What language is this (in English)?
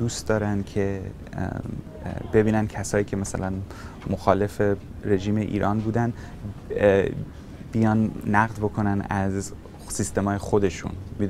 Persian